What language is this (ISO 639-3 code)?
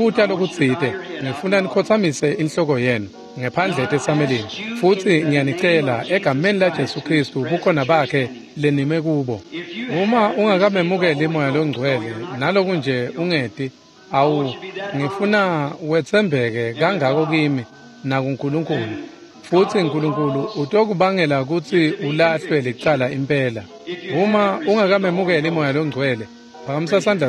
ssw